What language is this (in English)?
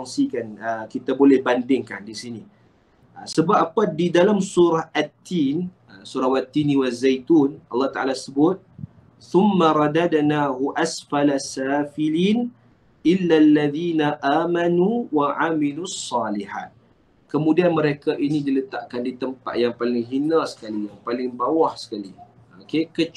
Malay